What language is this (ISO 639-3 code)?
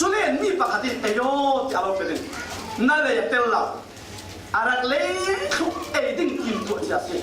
cfm